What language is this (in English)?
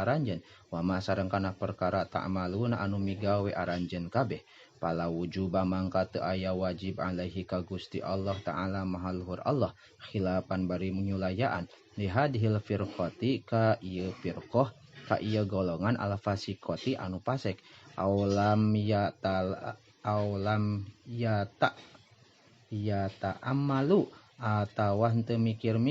Sundanese